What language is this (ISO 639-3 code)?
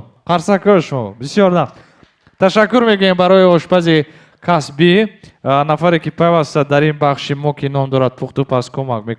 tgk